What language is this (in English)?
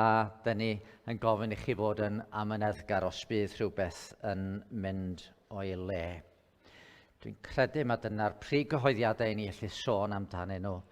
Welsh